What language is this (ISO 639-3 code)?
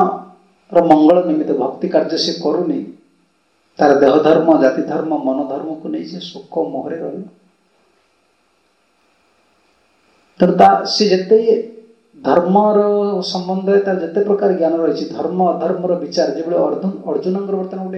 ori